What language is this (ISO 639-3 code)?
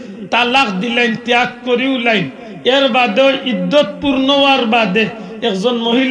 syl